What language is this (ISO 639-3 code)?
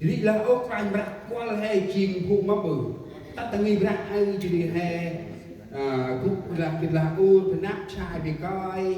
cmo